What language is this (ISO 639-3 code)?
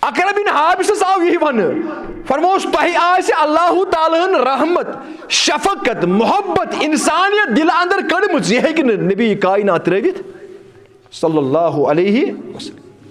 kas